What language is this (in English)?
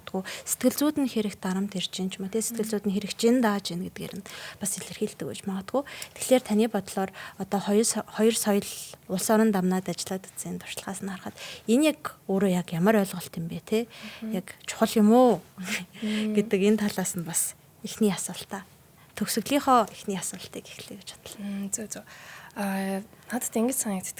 Mongolian